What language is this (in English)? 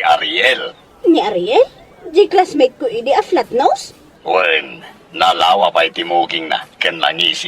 Iloko